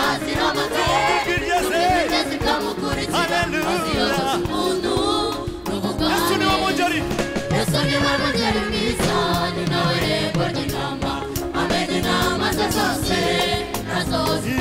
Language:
Kinyarwanda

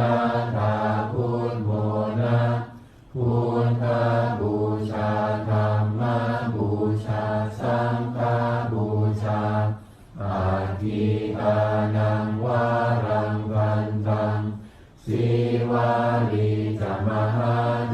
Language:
Pali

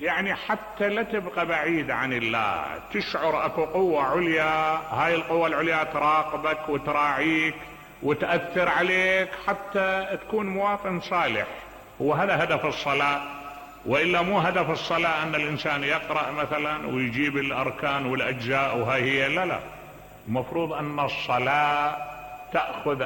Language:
Mesopotamian Arabic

